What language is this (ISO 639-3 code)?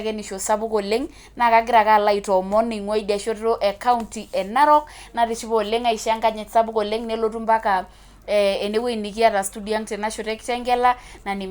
mas